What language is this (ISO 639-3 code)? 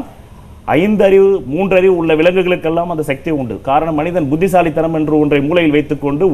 tam